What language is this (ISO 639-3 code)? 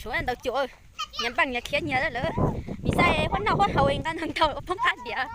hmn